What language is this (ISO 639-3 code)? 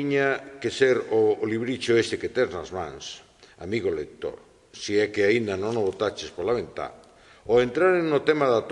glg